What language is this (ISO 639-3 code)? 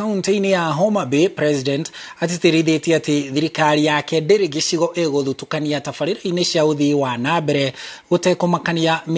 kik